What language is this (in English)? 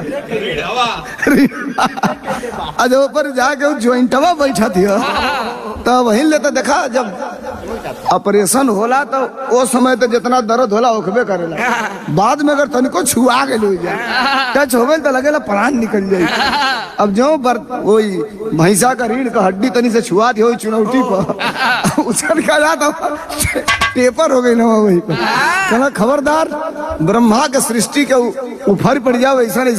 Bhojpuri